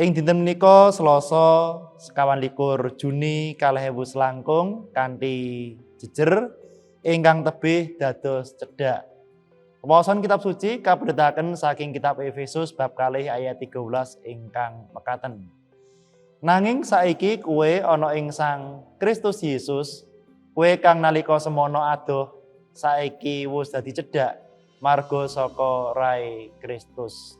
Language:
Javanese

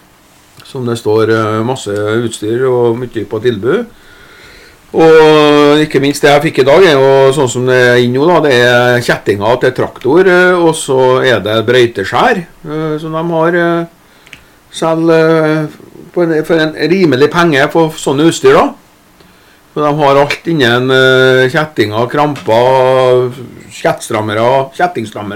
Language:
Norwegian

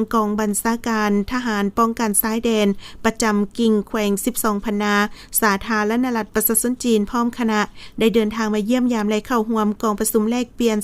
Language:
Lao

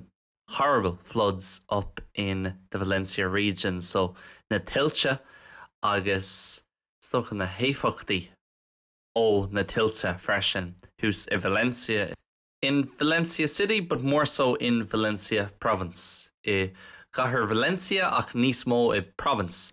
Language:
Irish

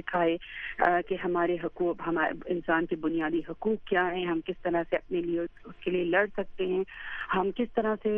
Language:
Urdu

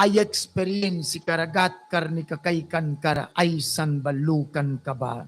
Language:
Mískito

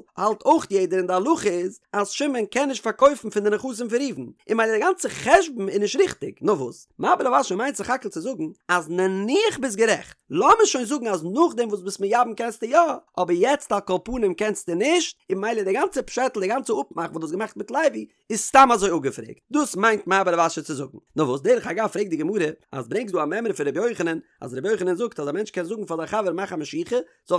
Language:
Yiddish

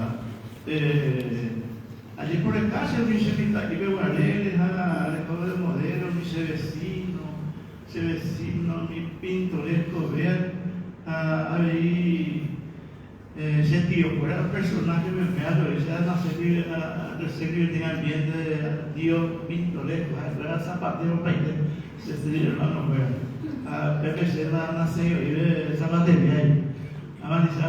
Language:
Guarani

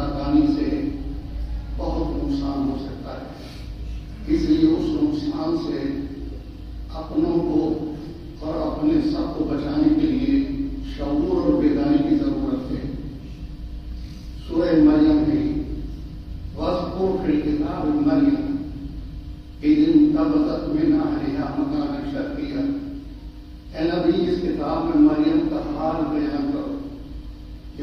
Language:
Urdu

